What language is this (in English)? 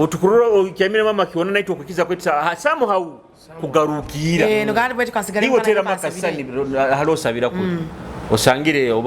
Nyoro